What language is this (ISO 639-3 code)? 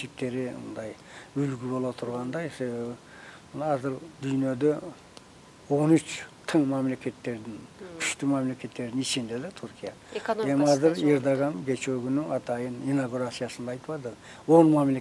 kir